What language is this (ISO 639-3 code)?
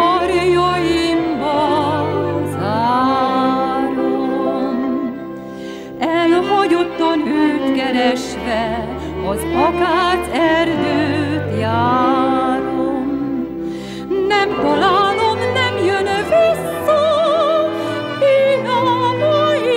hun